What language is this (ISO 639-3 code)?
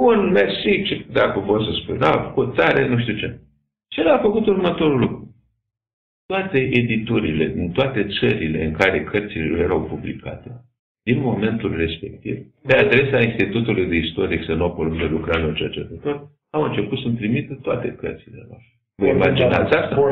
ron